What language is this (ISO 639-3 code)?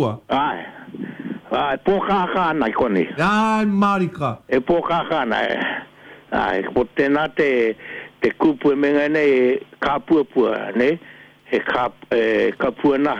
mri